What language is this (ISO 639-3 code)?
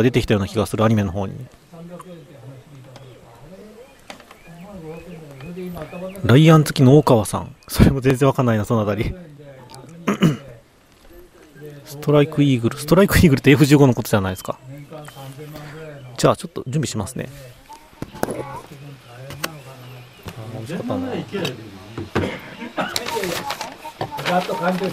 jpn